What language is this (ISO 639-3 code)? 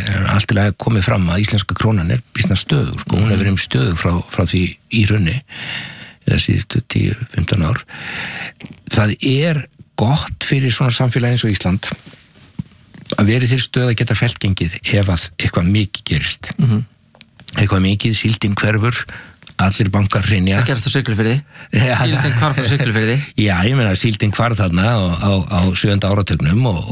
isl